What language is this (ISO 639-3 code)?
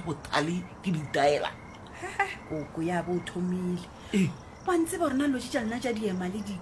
nso